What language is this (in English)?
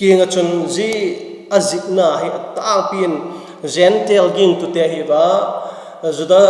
Vaiphei